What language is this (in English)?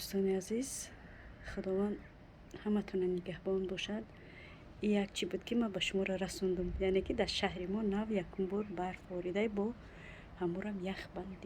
Tajik